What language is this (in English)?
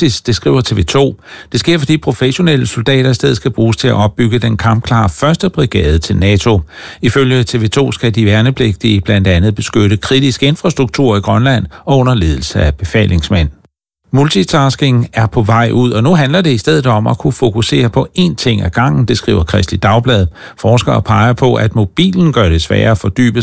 Danish